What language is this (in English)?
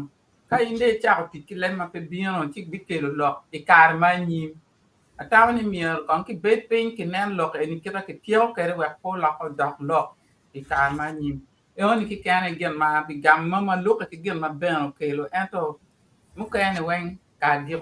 Acoli